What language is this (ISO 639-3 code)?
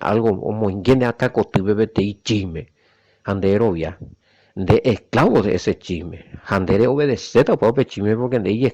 grn